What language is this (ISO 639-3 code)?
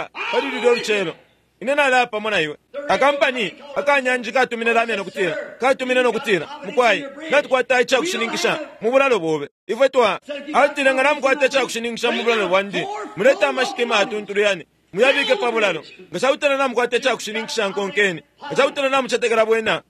bem